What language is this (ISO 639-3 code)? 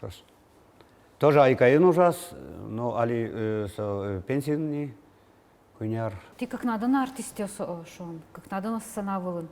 udm